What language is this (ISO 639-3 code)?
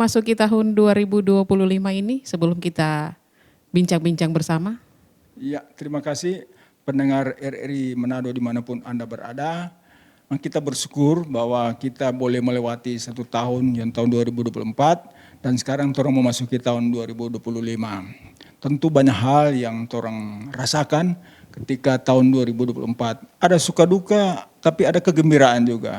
xmm